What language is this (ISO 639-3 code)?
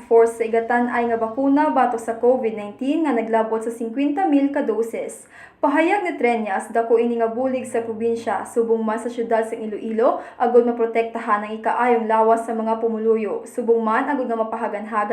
hil